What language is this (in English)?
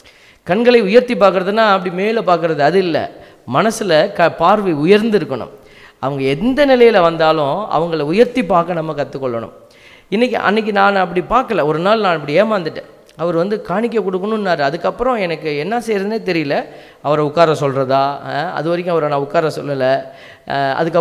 Tamil